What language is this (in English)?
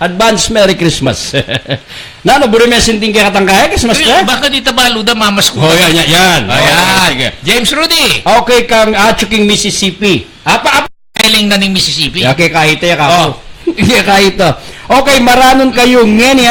Pampanga